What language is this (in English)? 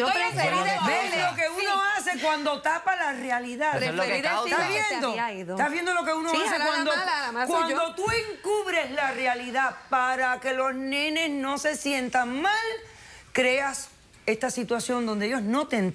Spanish